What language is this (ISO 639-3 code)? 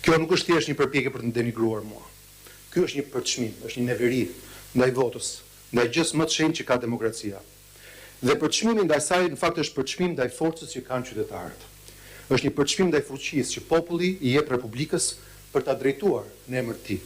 sqi